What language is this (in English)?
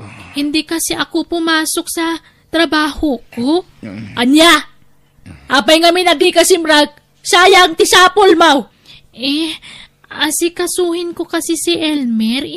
Iloko